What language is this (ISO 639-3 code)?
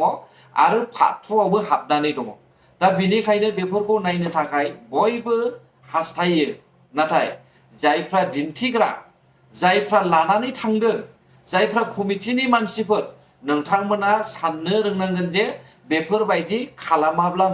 brx